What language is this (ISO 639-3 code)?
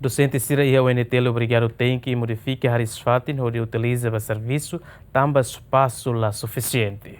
tet